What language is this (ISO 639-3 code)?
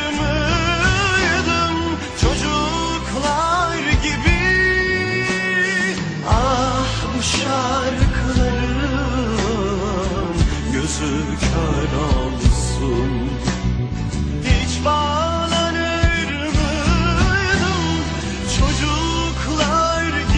tur